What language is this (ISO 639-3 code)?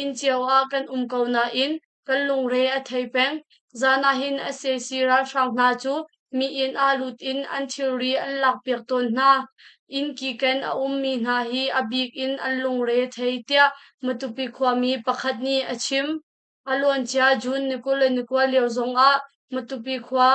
cnh